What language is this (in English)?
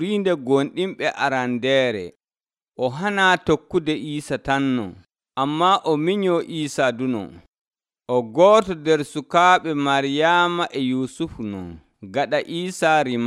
Nigerian Fulfulde